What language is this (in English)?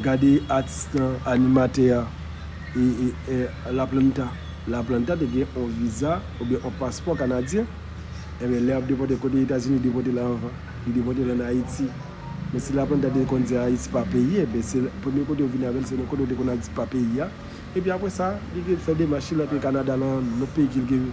Haitian Creole